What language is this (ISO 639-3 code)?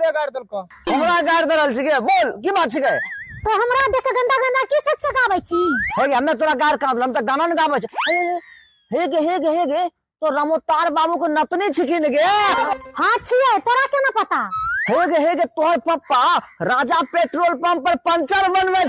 mai